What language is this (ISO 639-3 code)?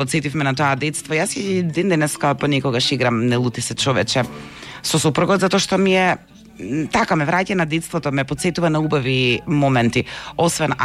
mkd